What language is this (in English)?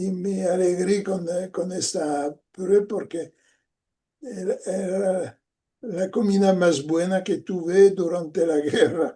Ladino